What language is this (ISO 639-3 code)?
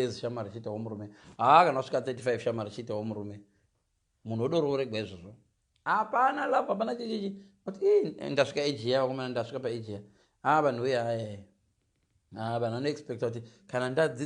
sna